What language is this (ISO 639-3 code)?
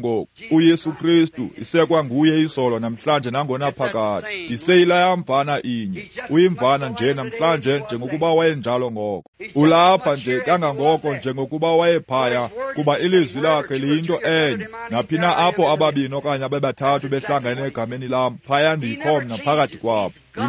xho